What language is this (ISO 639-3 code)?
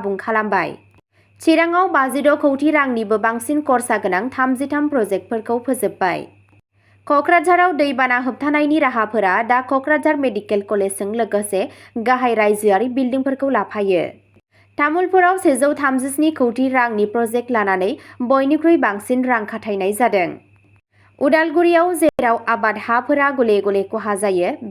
brx